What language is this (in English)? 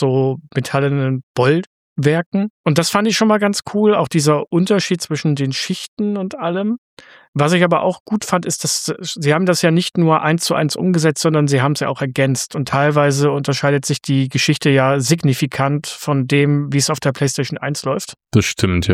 German